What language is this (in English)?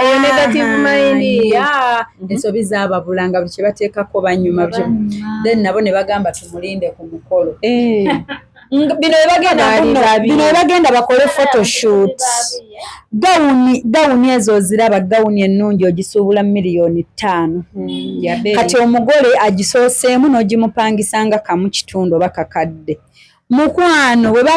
Ganda